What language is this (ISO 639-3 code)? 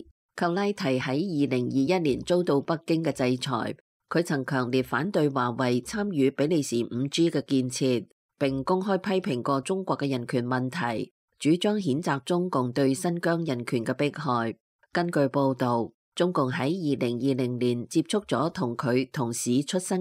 yue